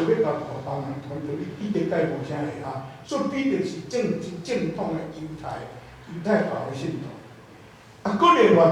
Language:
Min Nan Chinese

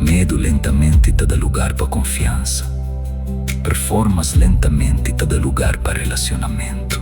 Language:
Kabuverdianu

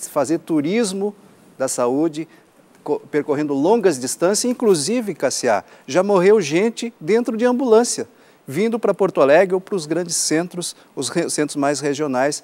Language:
Portuguese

